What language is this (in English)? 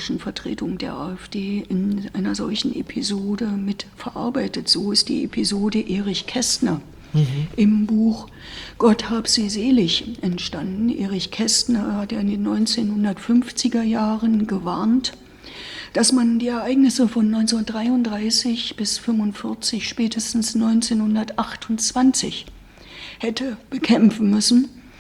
German